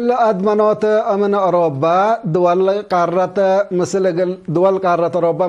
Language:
Tigre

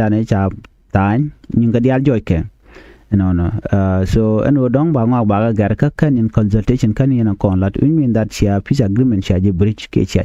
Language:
Nuer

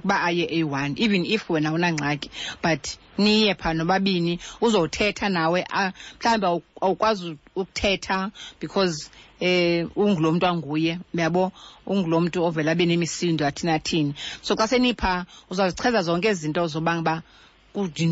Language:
Xhosa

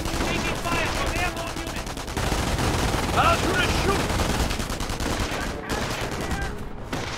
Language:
English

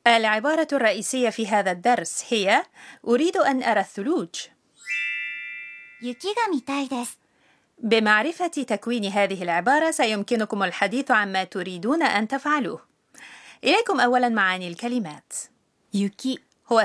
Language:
Arabic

